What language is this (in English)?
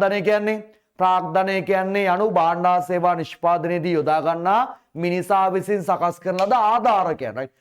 Sinhala